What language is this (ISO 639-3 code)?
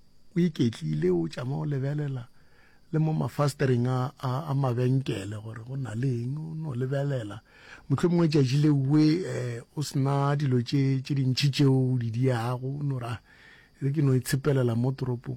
nso